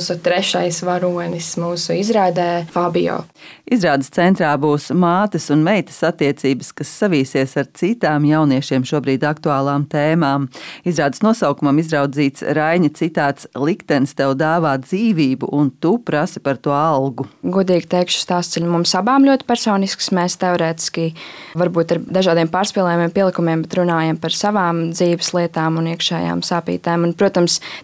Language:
Latvian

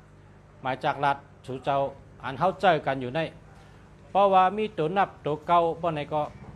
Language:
Shan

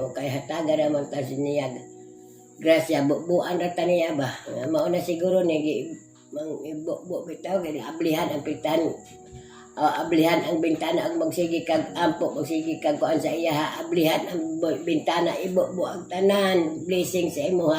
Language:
Cebuano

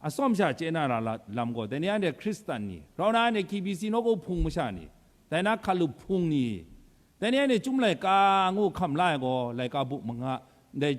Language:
Kachin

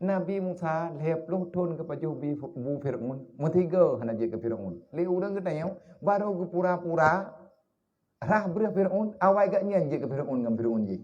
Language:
Achinese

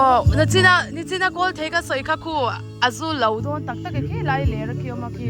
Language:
Mizo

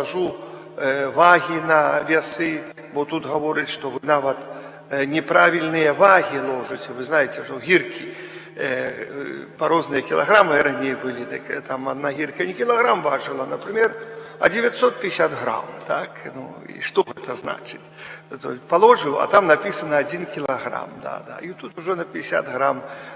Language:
Belarusian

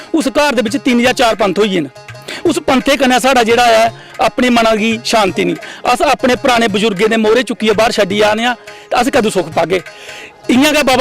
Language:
Dogri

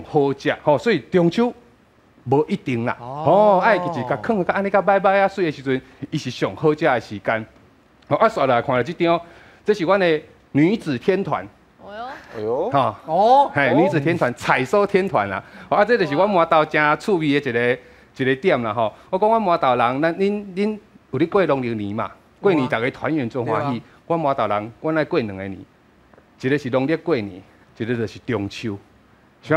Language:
Min Nan Chinese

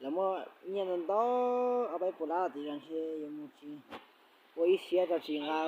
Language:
Hmong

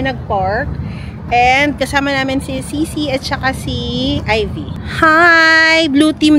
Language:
Filipino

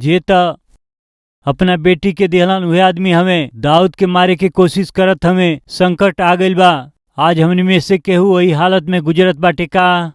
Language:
Bhojpuri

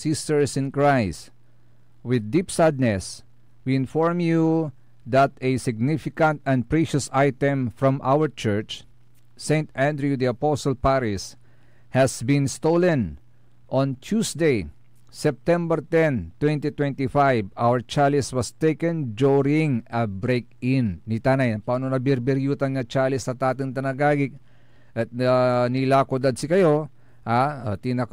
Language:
Pangasinan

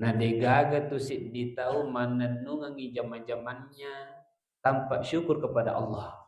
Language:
Buginese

